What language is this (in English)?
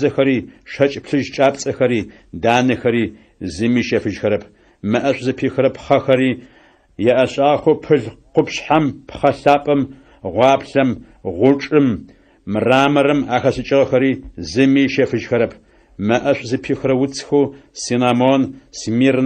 Adyghe